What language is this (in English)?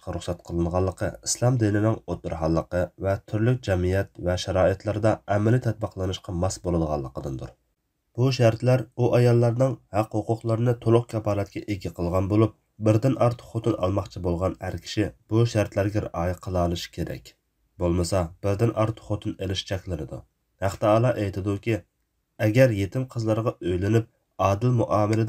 Uyghur